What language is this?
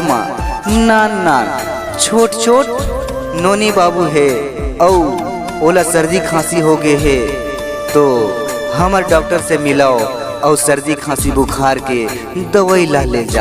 Chhattisgarhi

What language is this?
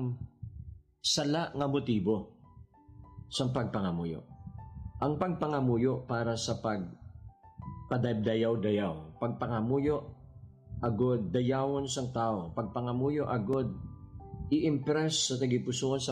Hiligaynon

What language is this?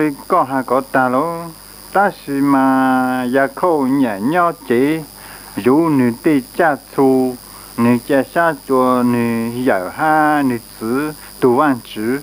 Hmong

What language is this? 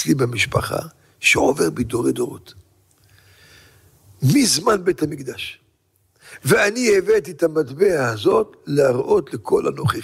Hebrew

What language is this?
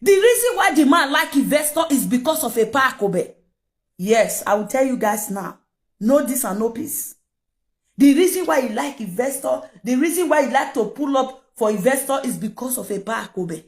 Nigerian Pidgin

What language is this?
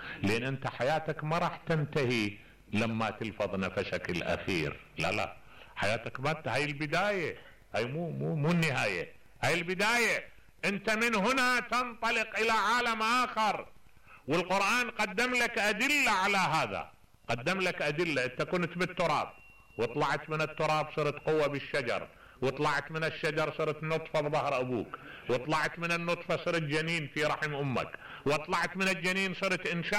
Mesopotamian Arabic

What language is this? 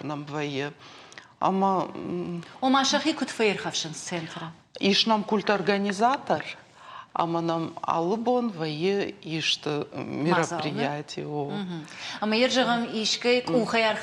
Ossetic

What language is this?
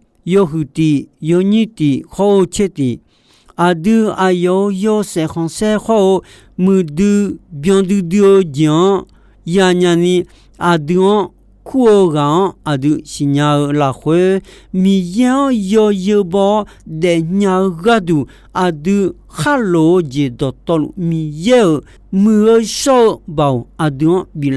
Akha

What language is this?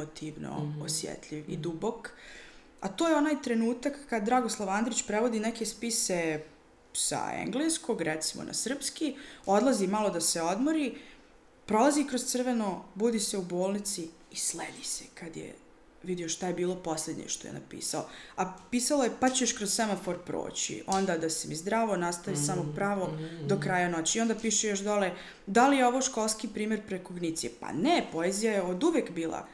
Serbian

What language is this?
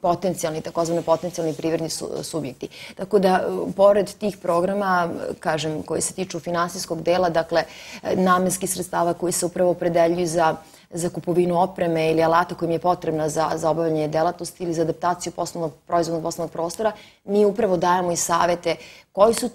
Serbian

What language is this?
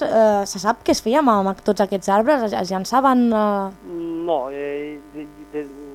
Catalan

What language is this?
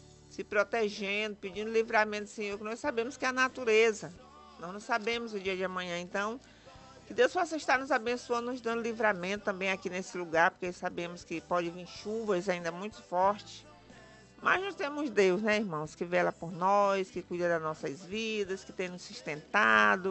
Portuguese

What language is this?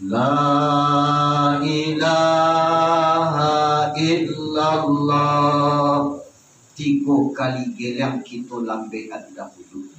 Minangkabau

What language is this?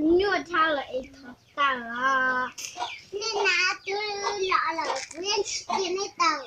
Hmong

